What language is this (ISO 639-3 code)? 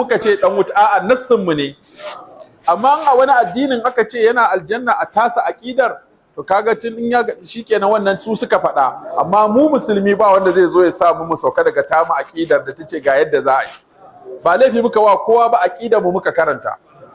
hau